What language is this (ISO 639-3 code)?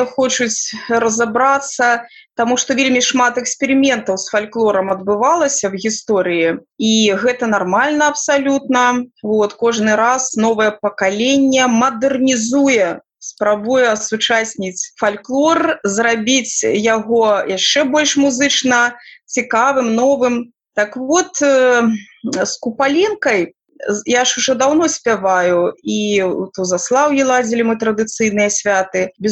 bel